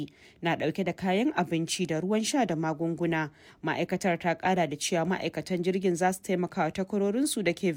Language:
Hausa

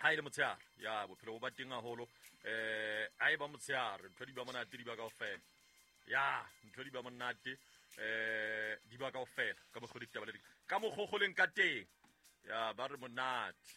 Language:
Southern Sotho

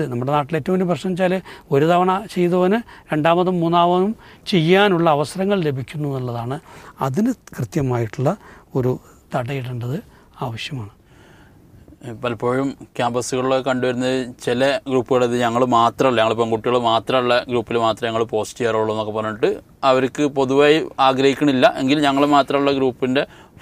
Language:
Malayalam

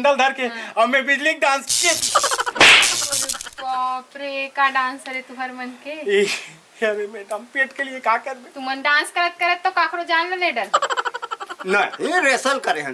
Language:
Chhattisgarhi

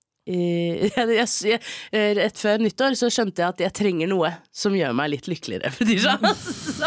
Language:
Norwegian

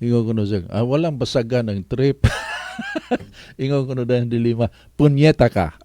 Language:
Cebuano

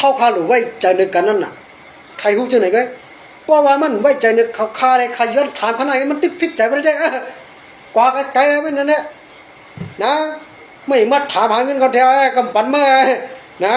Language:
Shan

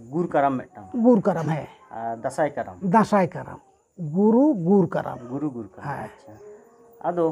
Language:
Santali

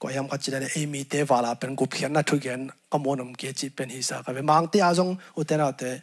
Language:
Tedim Chin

